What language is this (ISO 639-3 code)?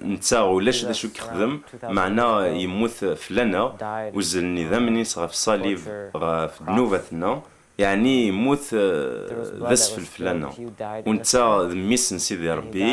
kab